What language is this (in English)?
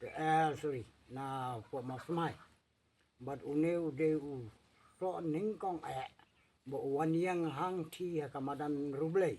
Khasi